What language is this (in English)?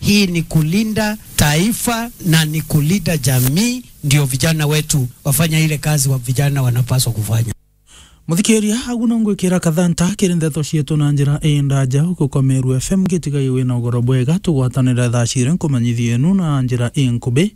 Meru